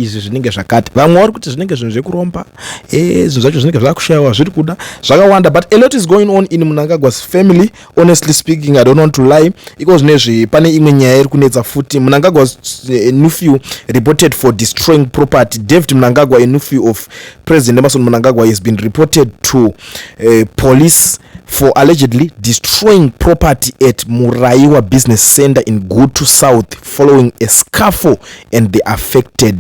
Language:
Shona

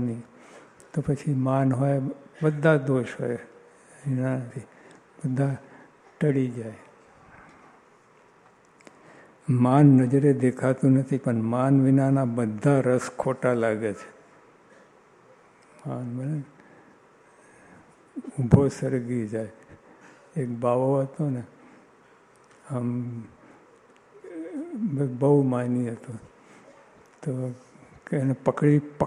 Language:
Gujarati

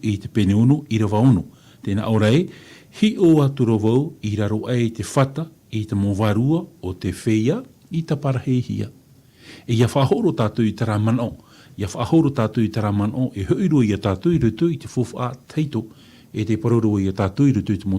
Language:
Tahitian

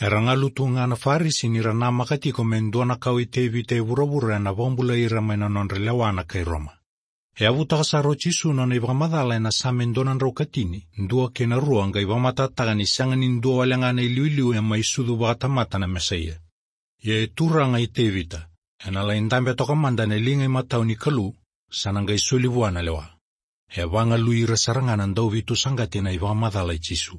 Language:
Fijian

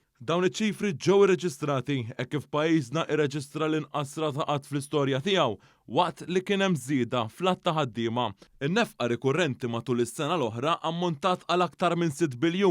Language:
Maltese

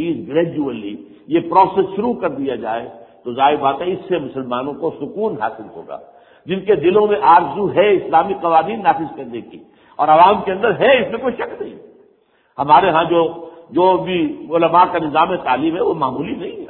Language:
Urdu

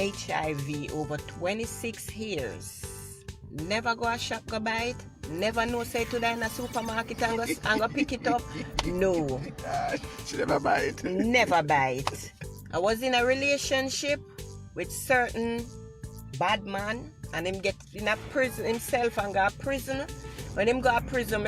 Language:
Jamaican Creole English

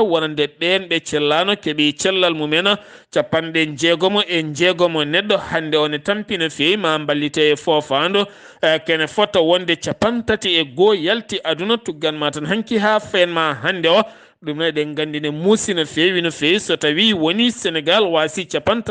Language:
Fula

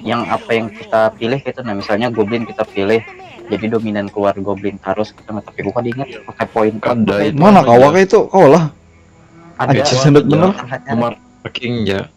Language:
Banjar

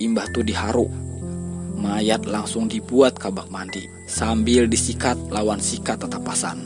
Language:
Banjar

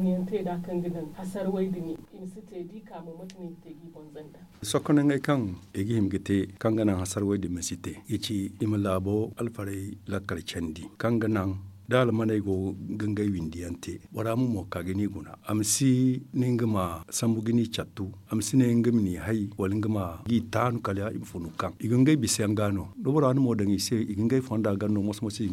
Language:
Zarma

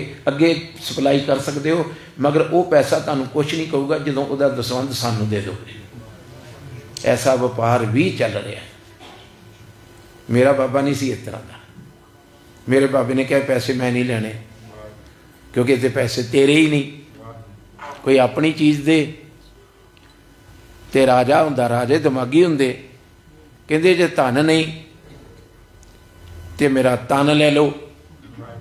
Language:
Punjabi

